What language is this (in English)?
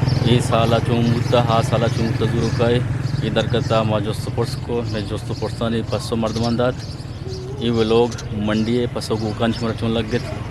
Eastern Balochi